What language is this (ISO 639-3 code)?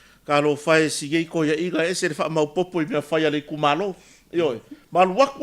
smo